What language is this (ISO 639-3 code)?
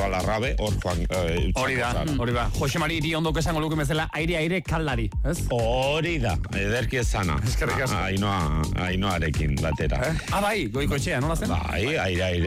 eus